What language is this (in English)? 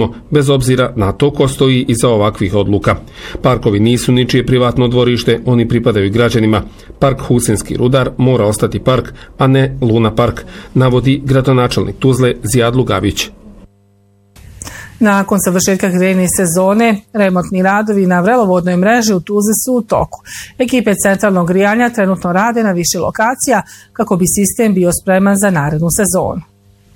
Bosnian